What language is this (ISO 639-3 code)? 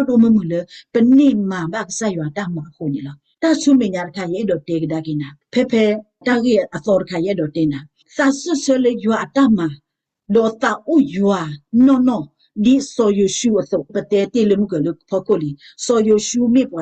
ksw